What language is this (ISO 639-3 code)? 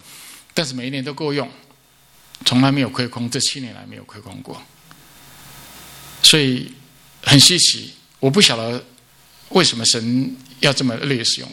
zho